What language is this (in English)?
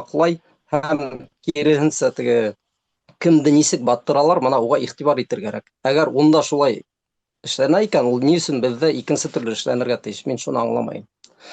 Bashkir